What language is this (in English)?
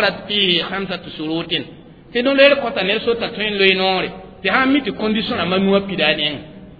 Mossi